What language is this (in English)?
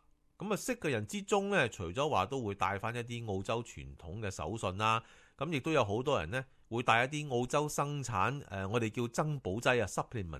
Cantonese